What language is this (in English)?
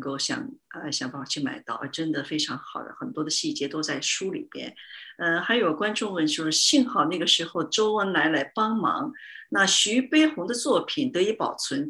Chinese